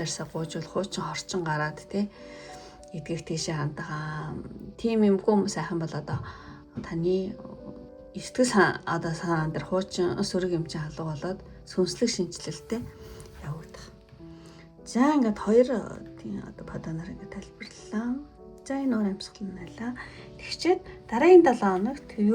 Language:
Mongolian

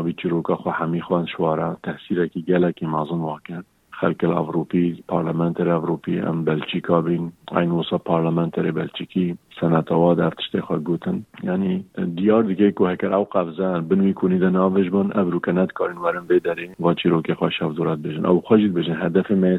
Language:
Kurdish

